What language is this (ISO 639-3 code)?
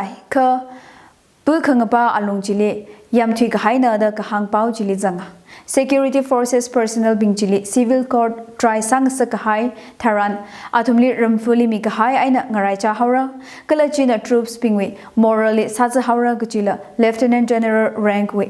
nmf